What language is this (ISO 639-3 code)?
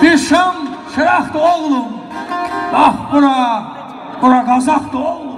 azb